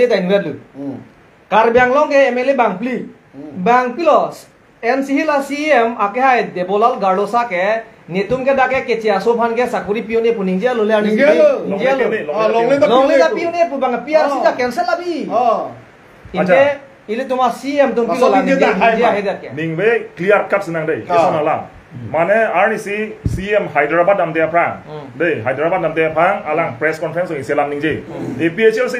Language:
Karbi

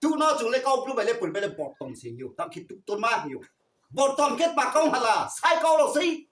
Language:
Riang (India)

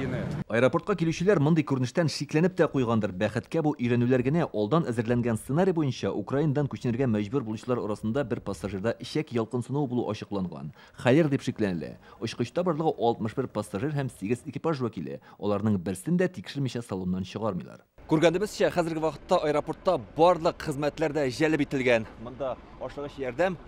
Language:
Tatar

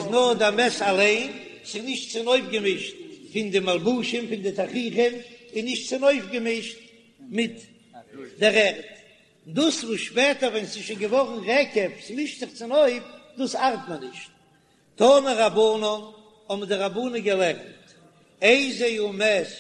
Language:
Yiddish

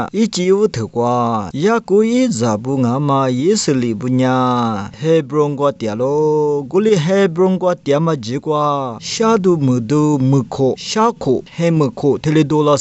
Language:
Lisu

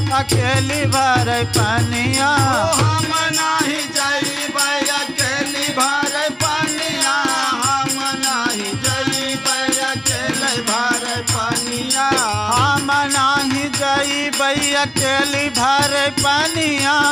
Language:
Bhojpuri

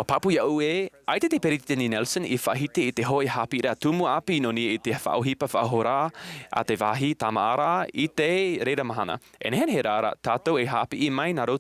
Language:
Tahitian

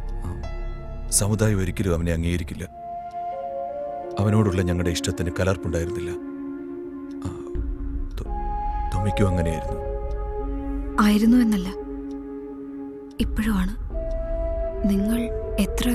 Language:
Malayalam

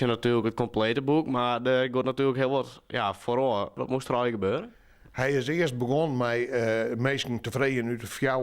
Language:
Western Frisian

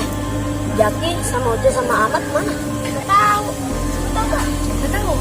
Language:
Betawi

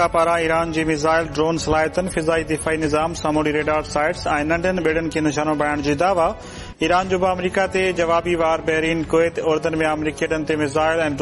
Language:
Sindhi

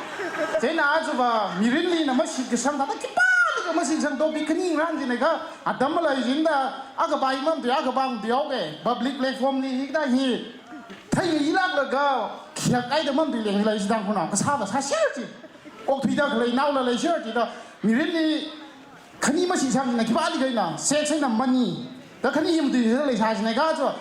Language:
Tangkhul Naga (India)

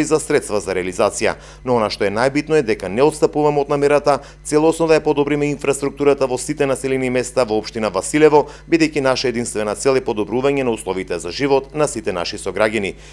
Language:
Macedonian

